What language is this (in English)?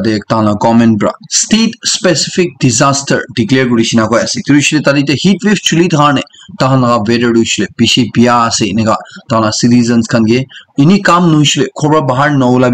Naga Pidgin